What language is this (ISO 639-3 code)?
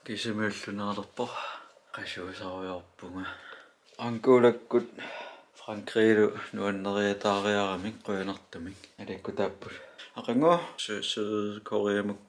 kal